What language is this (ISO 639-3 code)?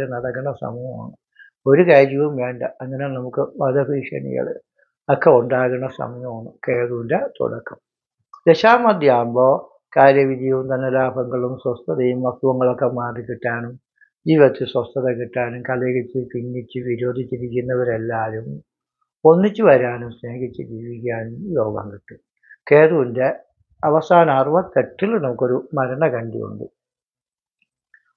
mal